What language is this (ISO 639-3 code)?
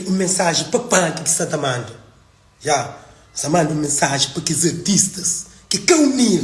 kea